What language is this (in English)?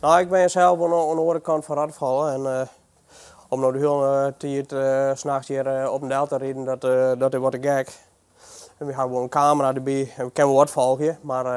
Western Frisian